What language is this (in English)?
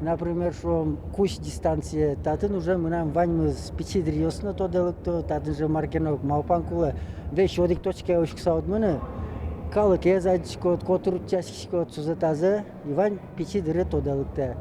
Udmurt